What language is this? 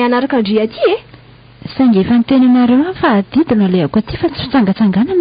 Malagasy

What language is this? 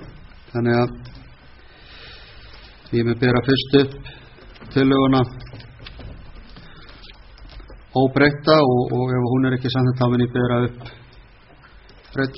Icelandic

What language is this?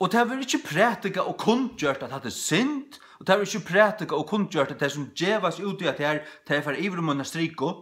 Faroese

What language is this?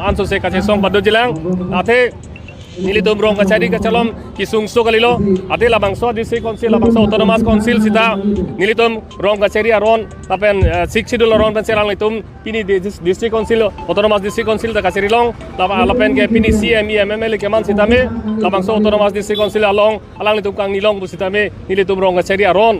Karbi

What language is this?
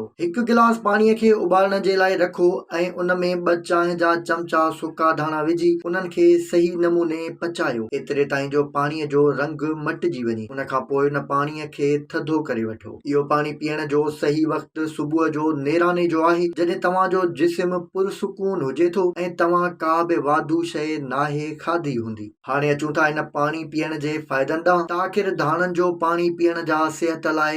Sindhi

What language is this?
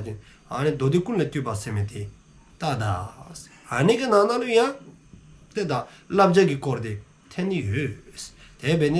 Dzongkha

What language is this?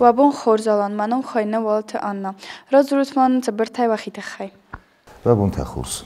Ossetic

